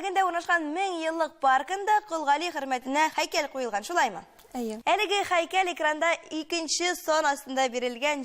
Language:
Tatar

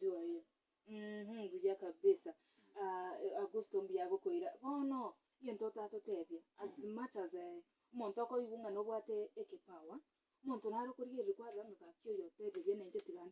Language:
Gusii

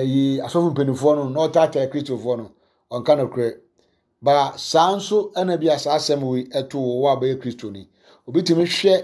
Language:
Akan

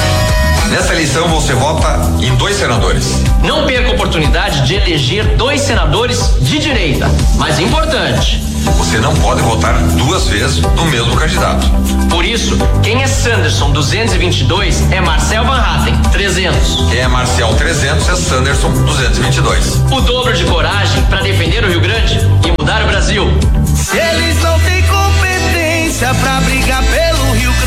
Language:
Portuguese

